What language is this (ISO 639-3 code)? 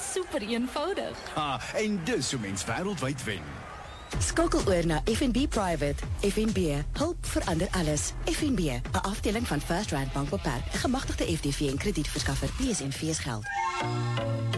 afr